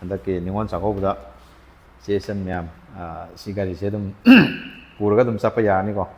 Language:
Manipuri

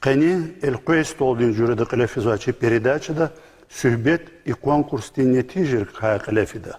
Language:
Lezghian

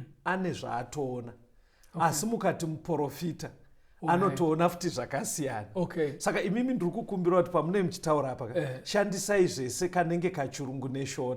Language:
Shona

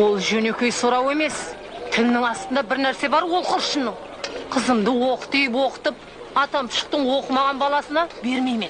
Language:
Kara-Kalpak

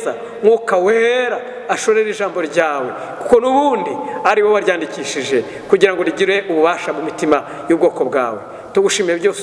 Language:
Kinyarwanda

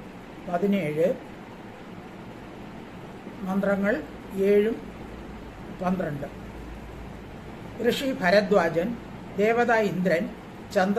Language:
Malayalam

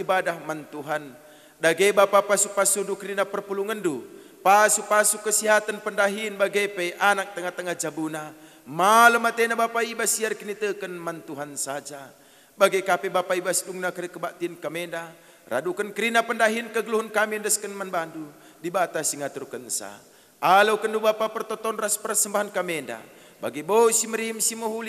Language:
Batak Karo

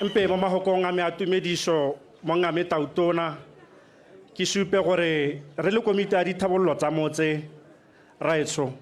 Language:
Tswana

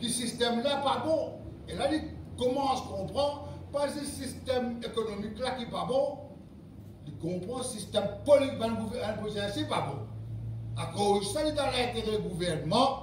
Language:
Morisyen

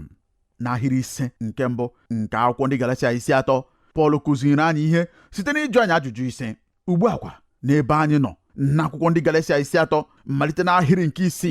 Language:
Igbo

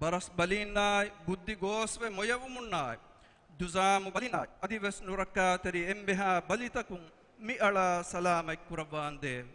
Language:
Divehi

